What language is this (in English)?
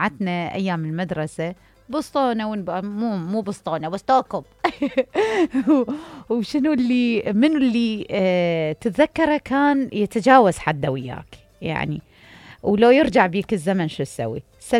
Mesopotamian Arabic